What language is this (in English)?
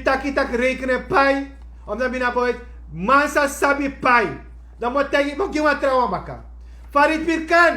Sranan Tongo